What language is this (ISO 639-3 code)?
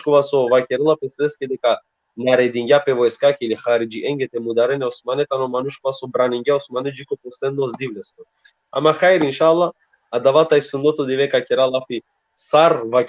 rmn